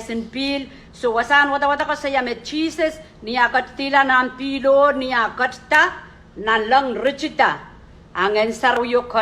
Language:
Pohnpeian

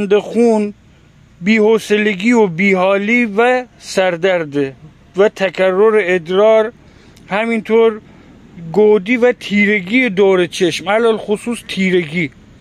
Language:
Persian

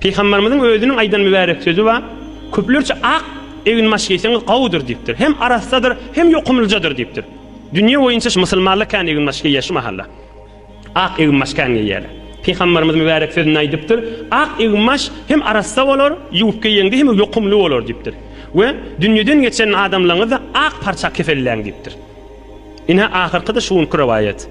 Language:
Turkmen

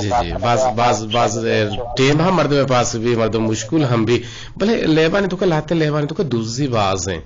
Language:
Eastern Balochi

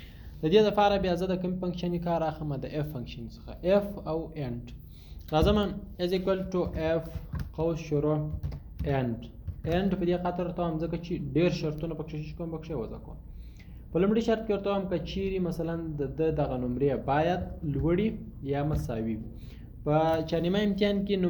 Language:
Pashto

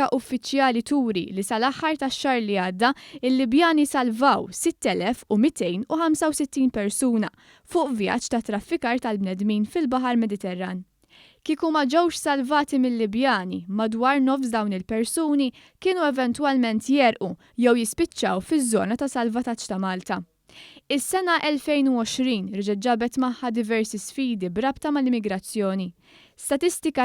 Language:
Maltese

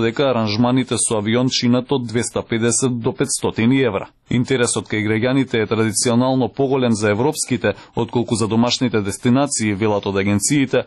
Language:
Macedonian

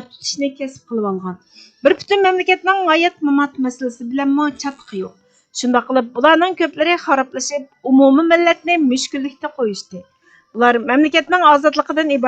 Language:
Uyghur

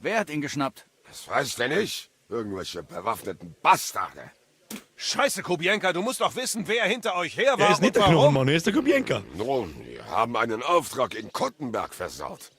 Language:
Bavarian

